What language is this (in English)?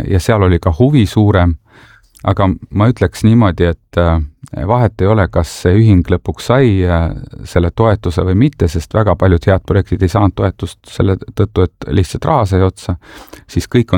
Estonian